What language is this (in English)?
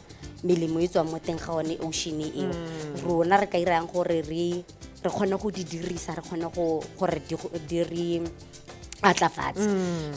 Tswana